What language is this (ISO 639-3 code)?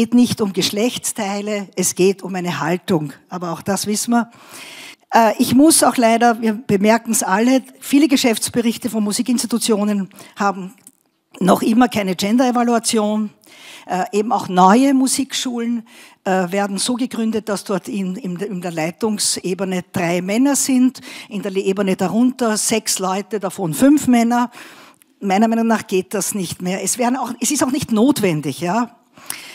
deu